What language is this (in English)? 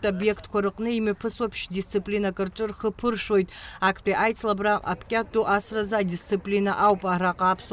Abkhazian